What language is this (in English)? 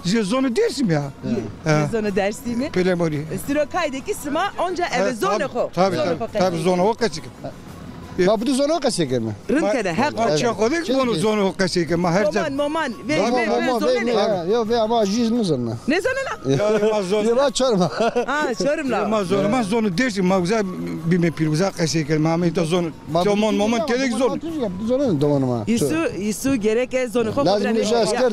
Zaza